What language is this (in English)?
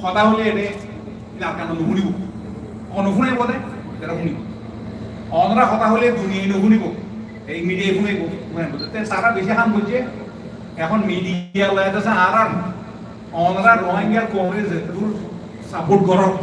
Rohingya